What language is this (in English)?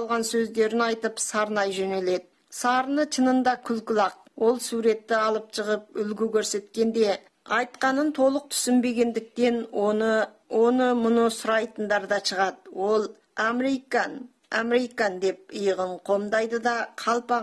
Kazakh